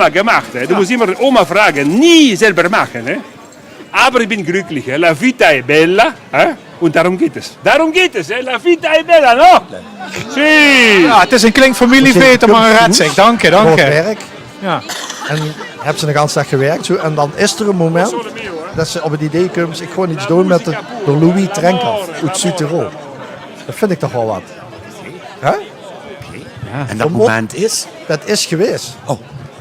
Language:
Limburgish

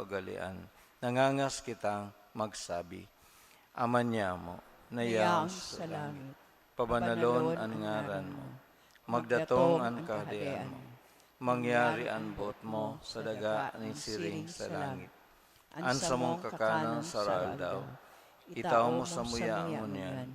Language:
Bikol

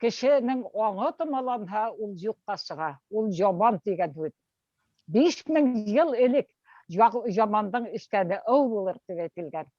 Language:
Bashkir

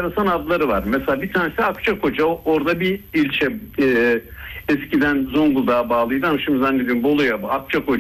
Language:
Turkish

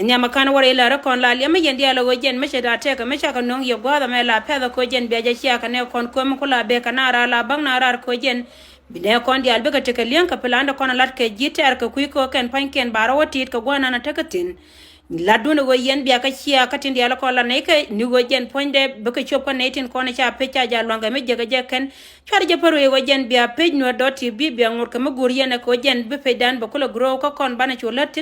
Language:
Nuer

